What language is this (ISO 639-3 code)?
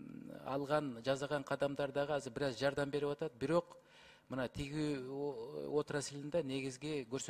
kir